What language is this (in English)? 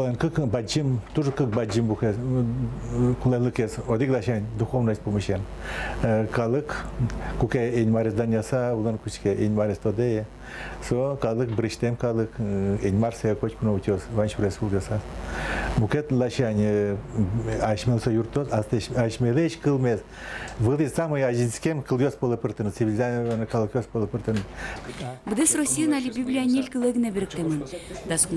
Udmurt